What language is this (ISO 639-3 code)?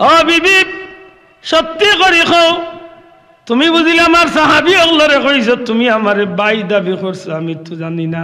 syl